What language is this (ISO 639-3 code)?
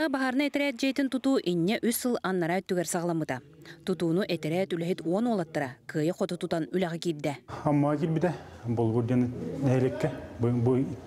sah